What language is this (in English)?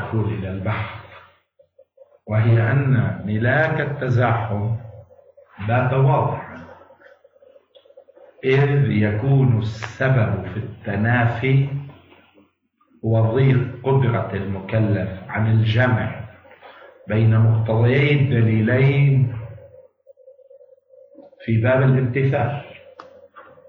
Arabic